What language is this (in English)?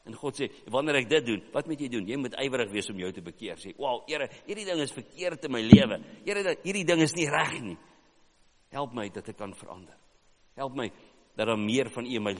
Afrikaans